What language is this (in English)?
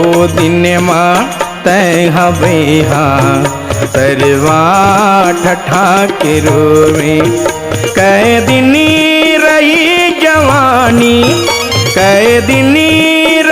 Chhattisgarhi